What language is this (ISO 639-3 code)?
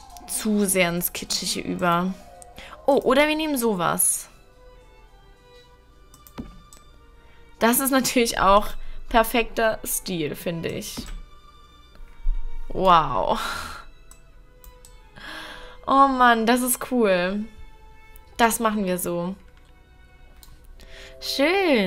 deu